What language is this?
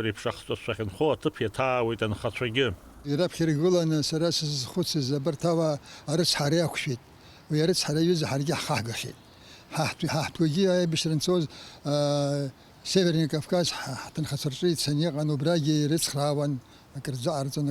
Abkhazian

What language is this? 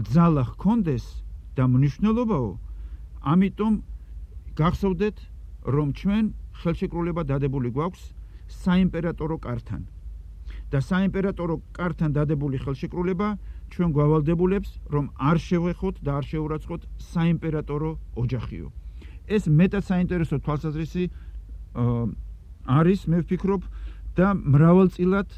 Georgian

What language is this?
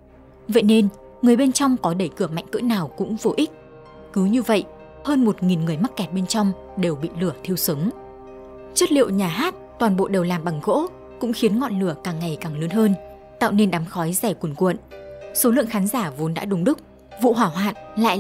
Vietnamese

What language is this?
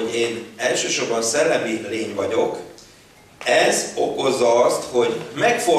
Hungarian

